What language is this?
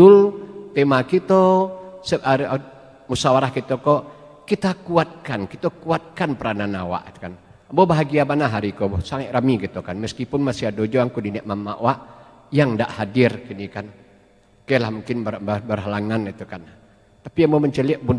Minangkabau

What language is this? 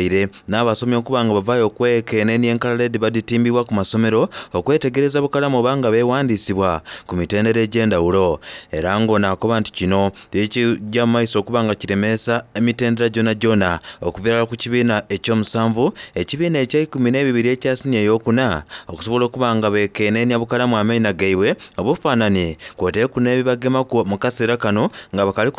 Soga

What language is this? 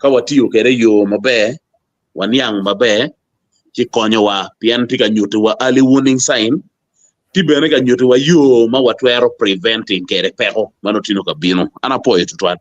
Acoli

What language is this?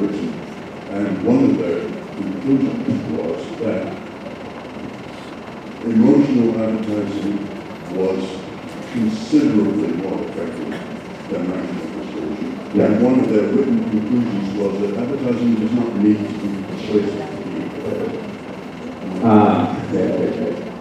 English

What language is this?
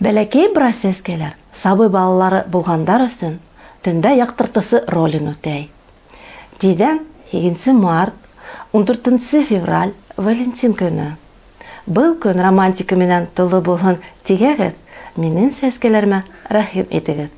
Bashkir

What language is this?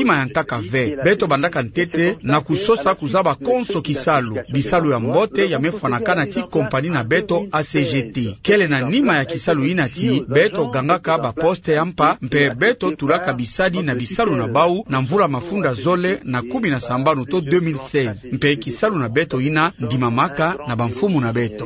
Kituba (Democratic Republic of Congo)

